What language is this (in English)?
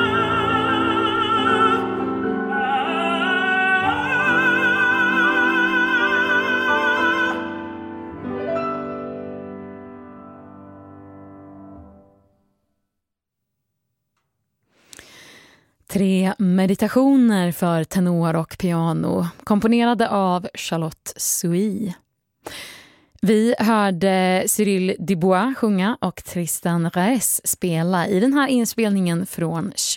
Swedish